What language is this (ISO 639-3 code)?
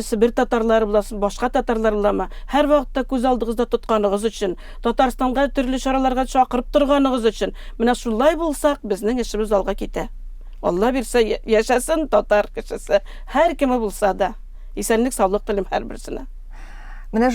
tat